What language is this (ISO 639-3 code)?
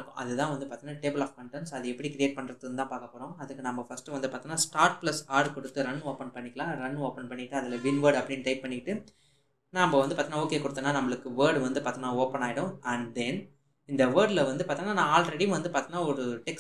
tam